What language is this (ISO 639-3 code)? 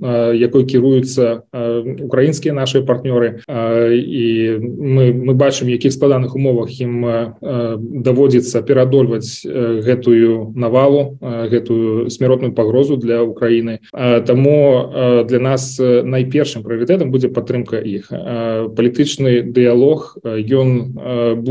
bel